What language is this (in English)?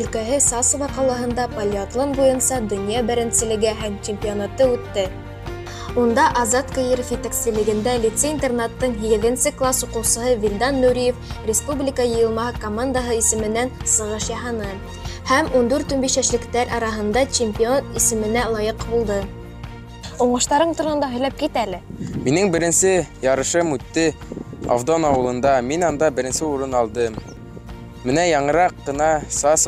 Bashkir